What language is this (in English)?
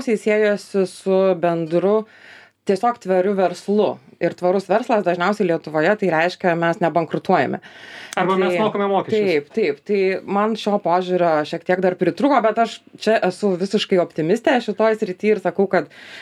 Lithuanian